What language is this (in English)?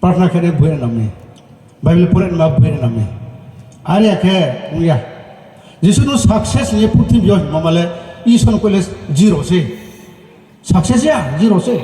Riang (India)